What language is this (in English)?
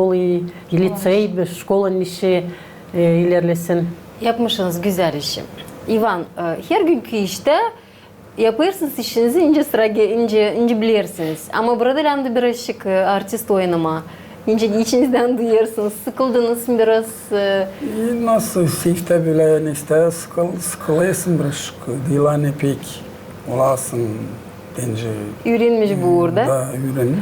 Gagauz